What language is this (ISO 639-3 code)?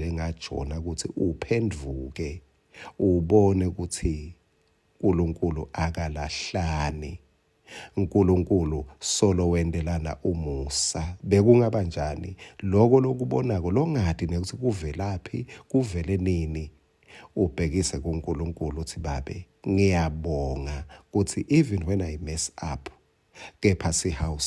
ssw